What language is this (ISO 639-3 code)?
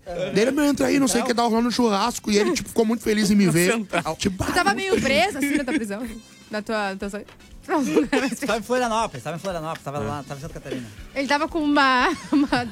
por